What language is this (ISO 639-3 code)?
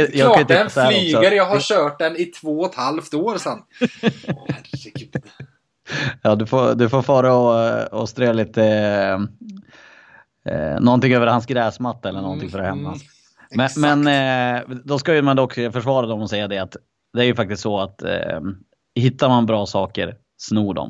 swe